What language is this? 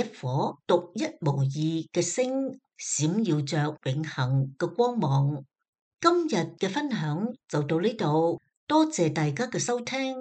Cantonese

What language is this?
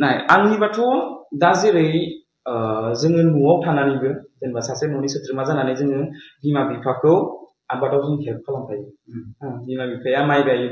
Bodo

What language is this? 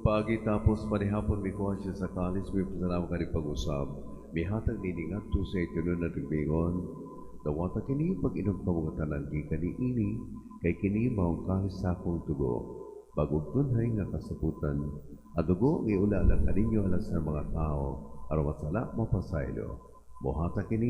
Cebuano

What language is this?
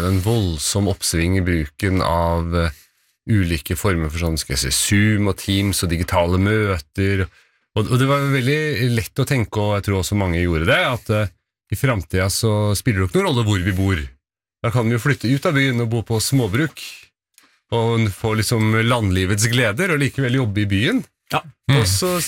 Norwegian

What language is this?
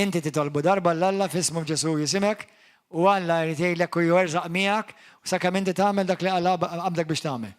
Maltese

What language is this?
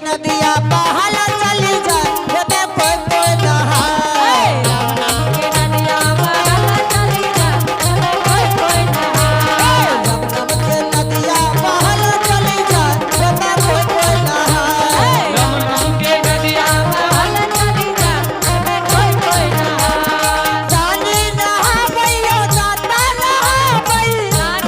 Angika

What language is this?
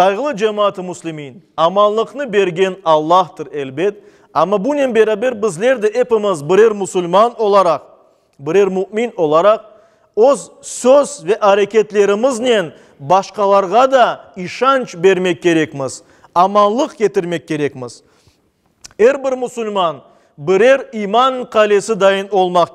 Crimean Tatar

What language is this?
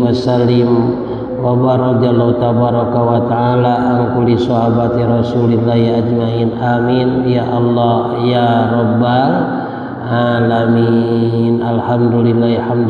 Sundanese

